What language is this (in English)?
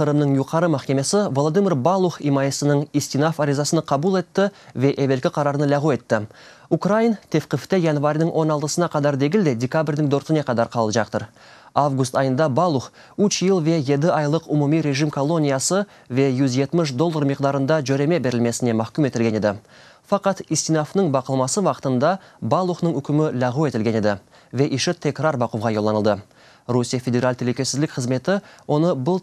Crimean Tatar